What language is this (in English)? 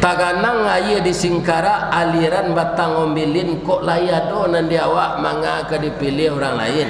Minangkabau